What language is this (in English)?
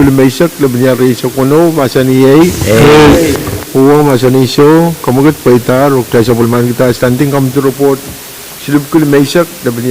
Pohnpeian